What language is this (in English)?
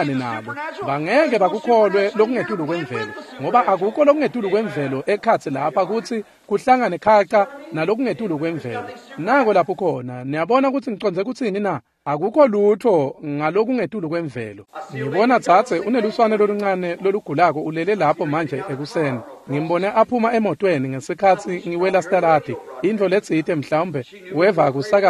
Swati